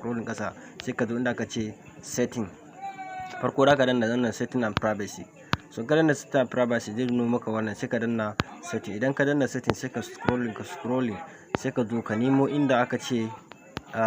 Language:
Hausa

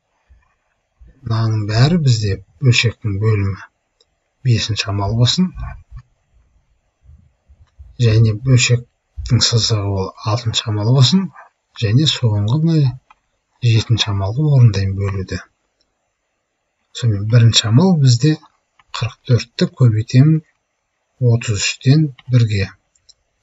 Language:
Kazakh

